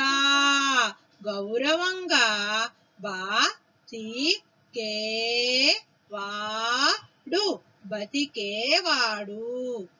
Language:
Telugu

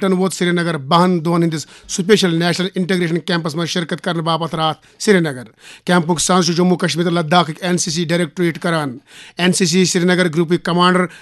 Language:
Kashmiri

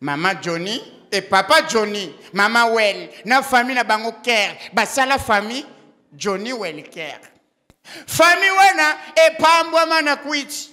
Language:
Lingala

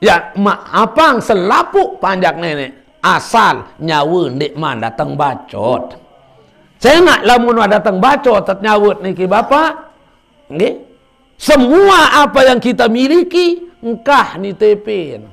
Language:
Sasak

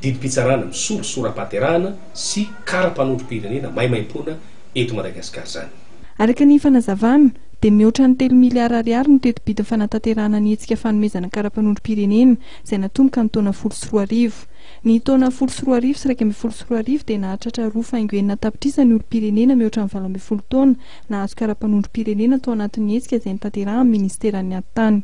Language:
Malagasy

